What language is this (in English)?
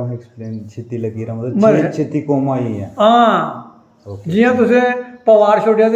Dogri